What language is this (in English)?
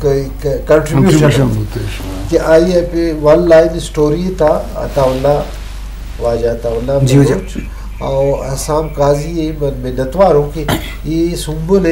Eastern Balochi